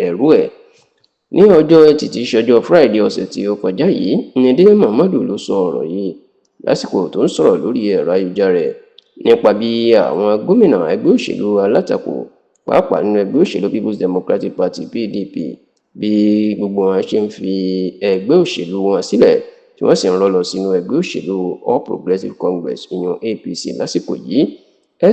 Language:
Yoruba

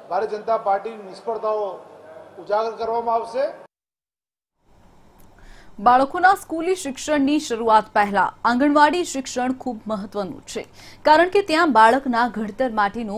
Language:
Gujarati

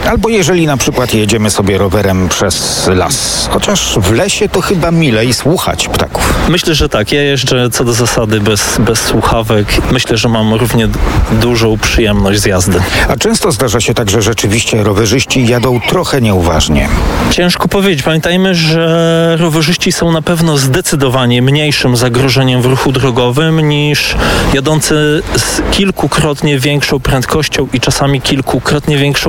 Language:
Polish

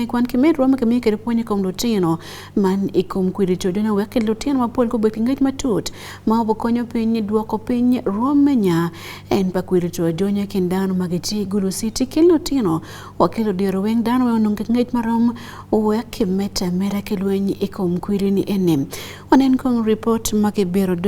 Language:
Acoli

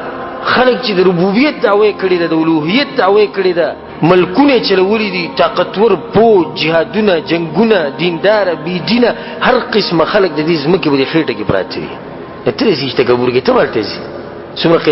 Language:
Pashto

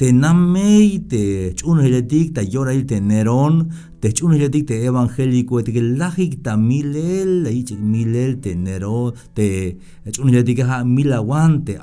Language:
Tzeltal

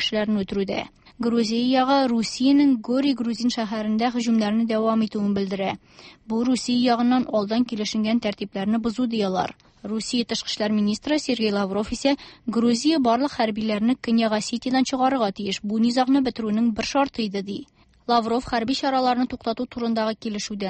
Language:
Tatar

